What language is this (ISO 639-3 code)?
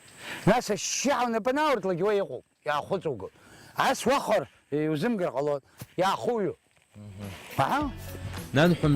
abk